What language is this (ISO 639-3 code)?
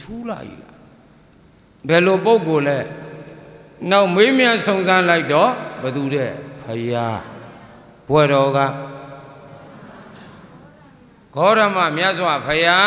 mya